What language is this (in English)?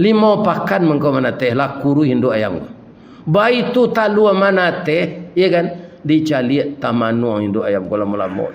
Minangkabau